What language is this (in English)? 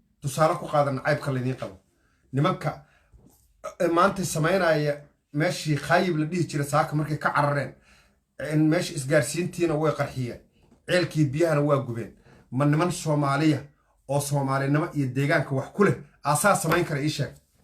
Somali